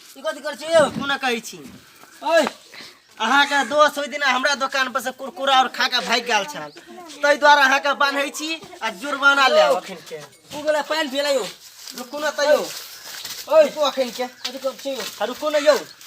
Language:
Maithili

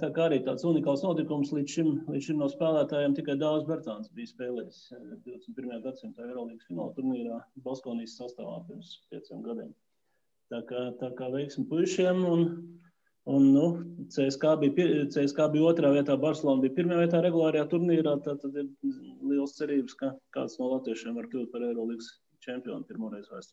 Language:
Latvian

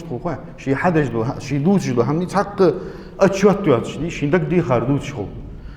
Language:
Ingush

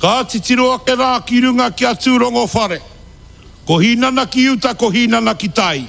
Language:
Māori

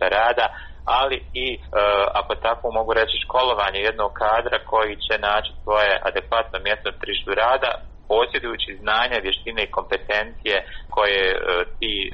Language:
Croatian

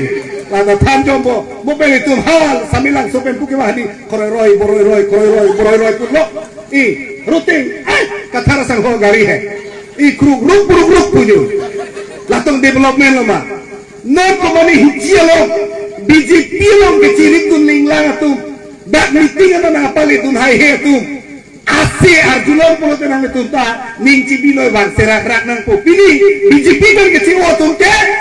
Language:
Karbi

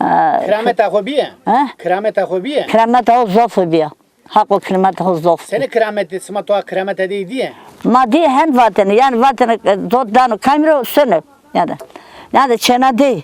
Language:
Zaza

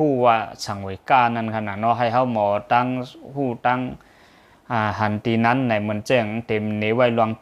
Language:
Lao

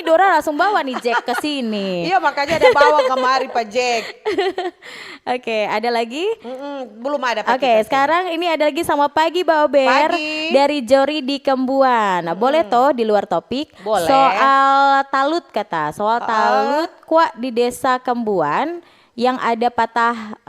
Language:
Manado Malay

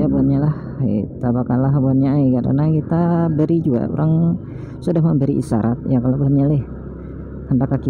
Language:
Banjar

